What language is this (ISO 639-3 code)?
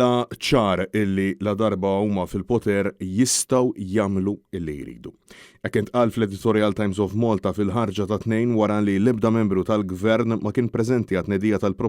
mlt